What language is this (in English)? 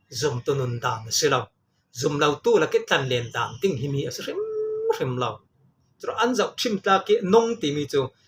Falam Chin